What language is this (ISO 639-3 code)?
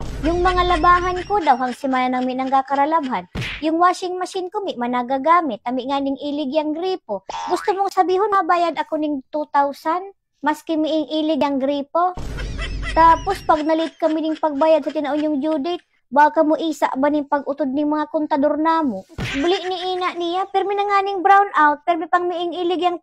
bik